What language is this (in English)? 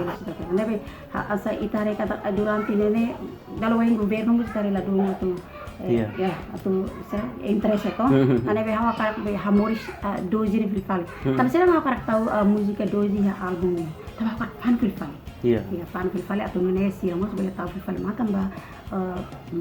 Tetum